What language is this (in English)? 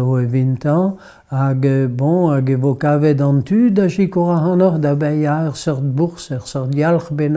Breton